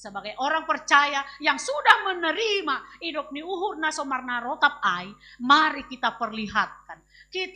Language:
Batak Simalungun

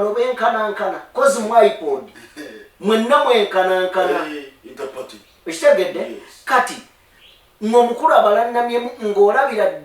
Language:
Ganda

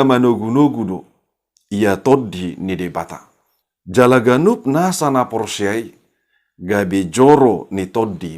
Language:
Batak Toba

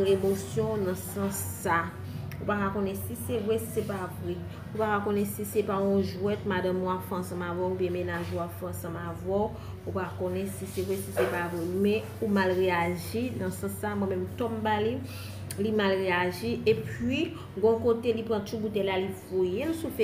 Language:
Haitian Creole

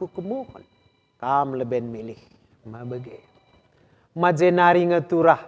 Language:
Batak Karo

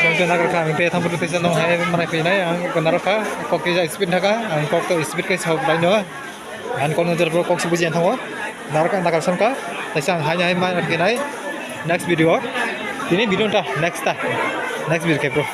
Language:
Kok Borok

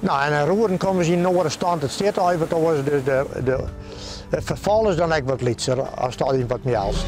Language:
Western Frisian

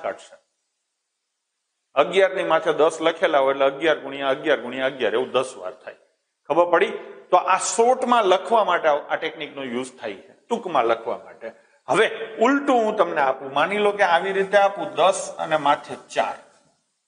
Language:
Gujarati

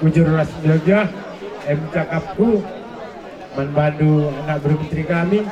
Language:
Batak Karo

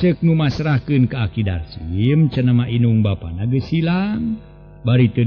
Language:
Sundanese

